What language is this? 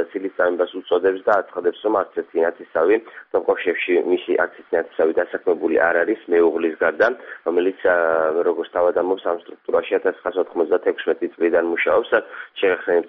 Georgian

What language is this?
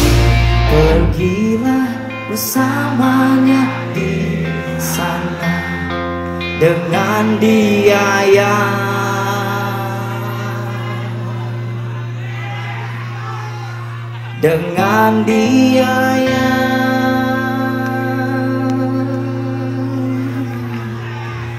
Indonesian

